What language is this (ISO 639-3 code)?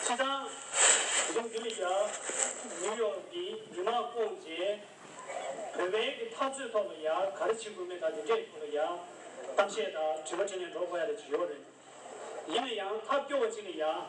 bod